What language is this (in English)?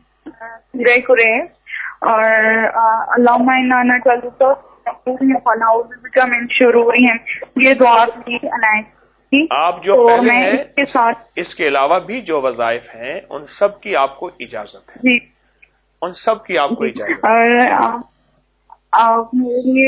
Urdu